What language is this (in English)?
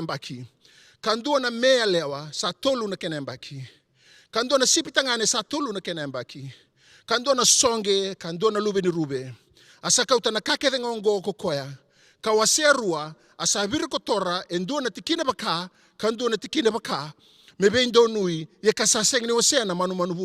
Fijian